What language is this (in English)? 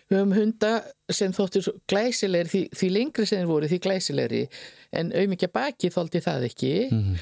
Icelandic